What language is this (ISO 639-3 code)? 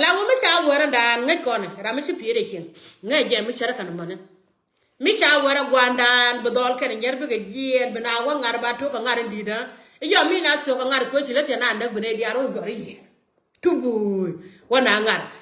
nus